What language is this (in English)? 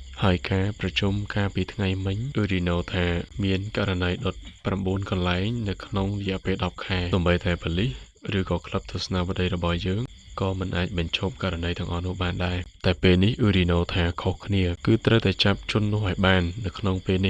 Khmer